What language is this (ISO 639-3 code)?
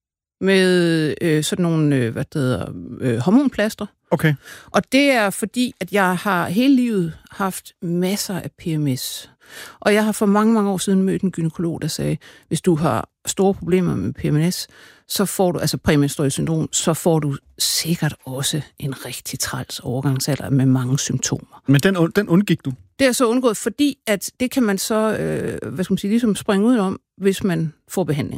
dan